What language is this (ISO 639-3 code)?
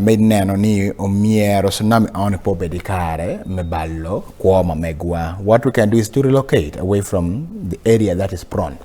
ach